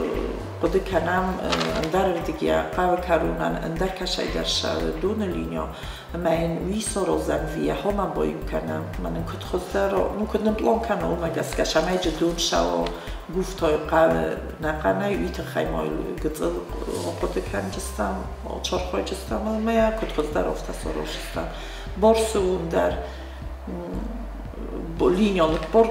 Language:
Ossetic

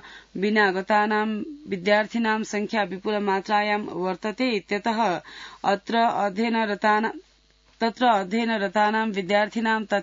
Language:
Sanskrit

